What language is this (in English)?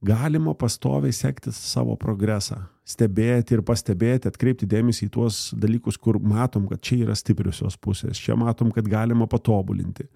Lithuanian